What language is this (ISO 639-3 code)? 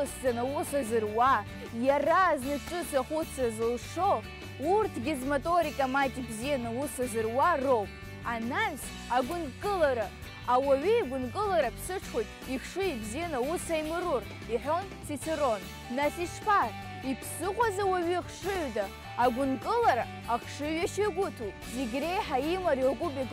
abk